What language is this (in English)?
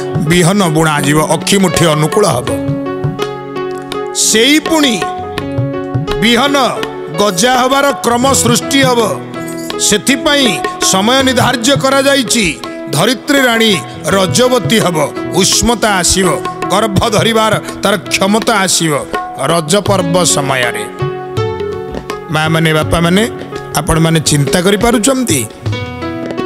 Odia